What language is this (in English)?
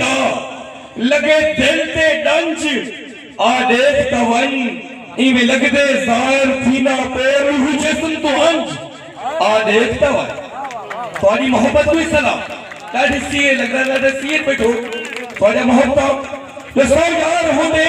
Saraiki